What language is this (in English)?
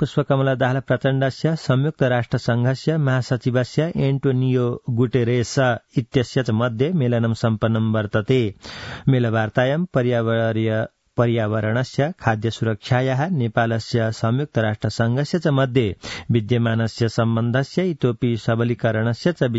Sanskrit